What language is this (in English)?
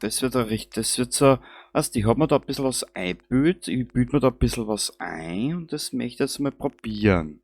Bavarian